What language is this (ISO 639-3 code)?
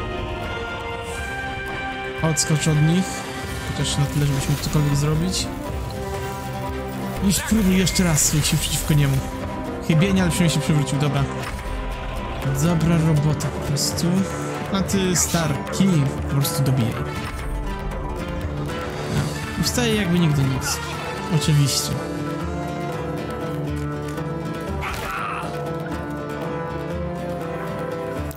pol